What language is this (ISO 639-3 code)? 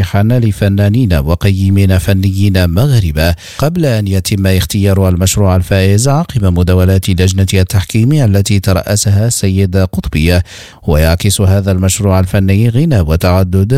ara